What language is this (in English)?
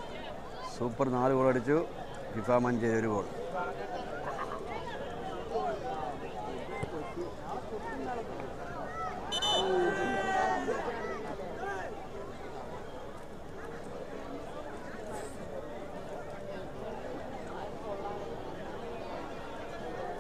Malayalam